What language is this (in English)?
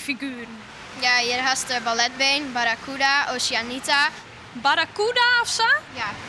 Western Frisian